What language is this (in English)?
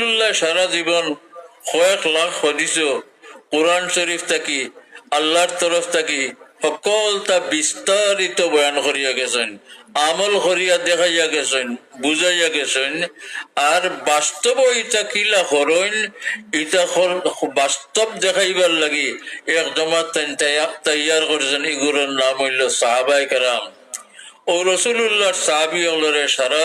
Sylheti